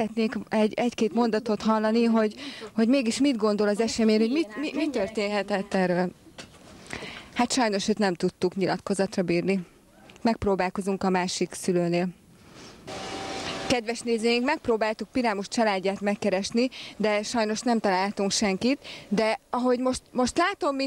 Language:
Hungarian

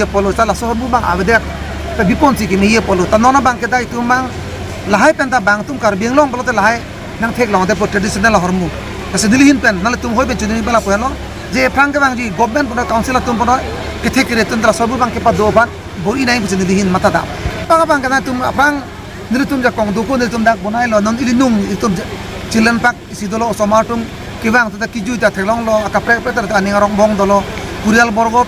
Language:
Karbi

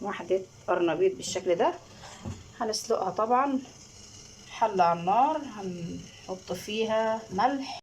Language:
Egyptian Arabic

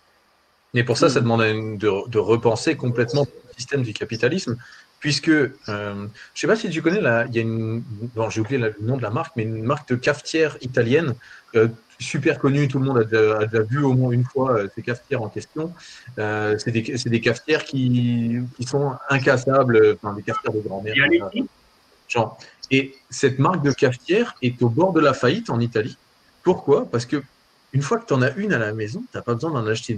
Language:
French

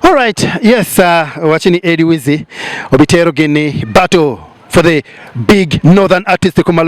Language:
Acoli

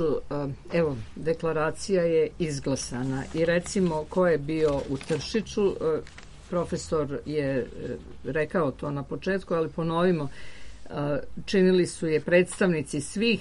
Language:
Serbian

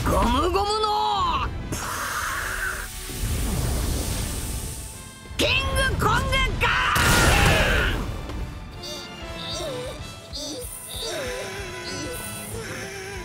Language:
Japanese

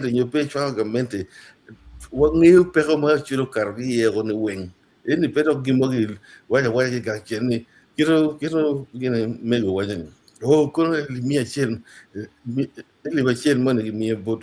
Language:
Acoli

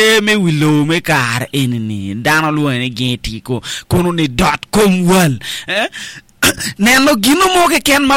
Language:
Acoli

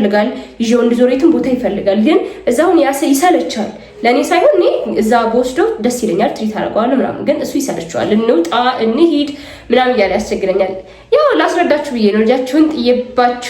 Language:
Amharic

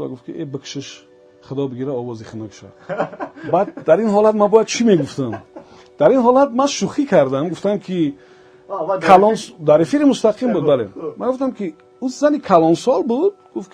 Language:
Tajik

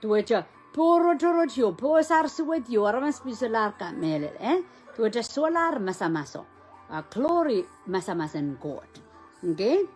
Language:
Pohnpeian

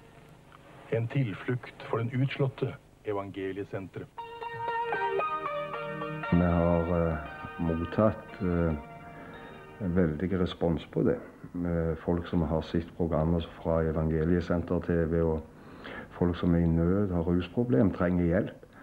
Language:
Norwegian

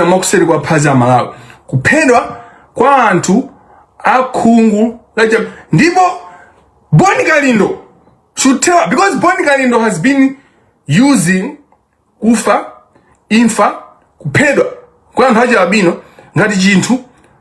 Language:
Nyanja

